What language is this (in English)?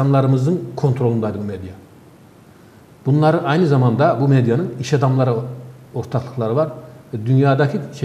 Turkish